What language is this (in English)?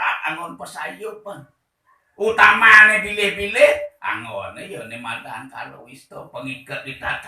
Balinese